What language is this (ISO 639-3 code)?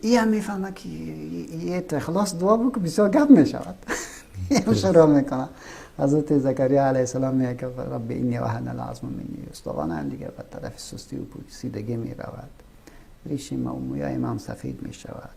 fas